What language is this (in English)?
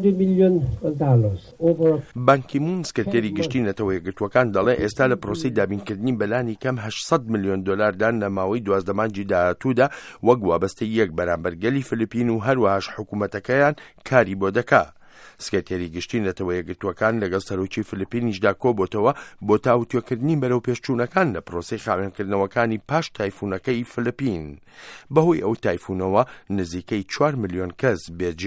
Central Kurdish